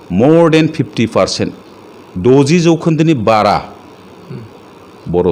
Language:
Bodo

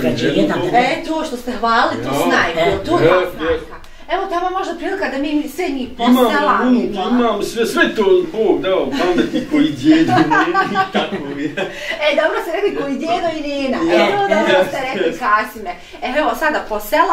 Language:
Bosnian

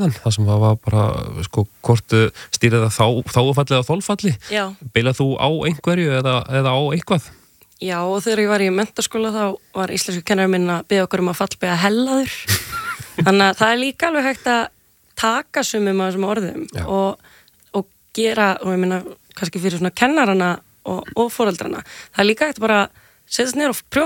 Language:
Icelandic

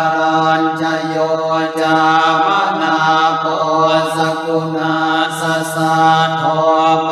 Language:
Pali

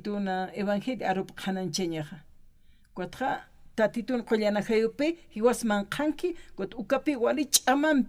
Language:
Aymara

